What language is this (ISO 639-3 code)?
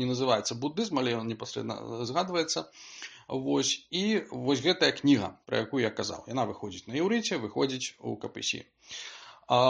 bel